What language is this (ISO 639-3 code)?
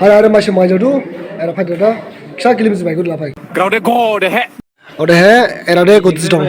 dis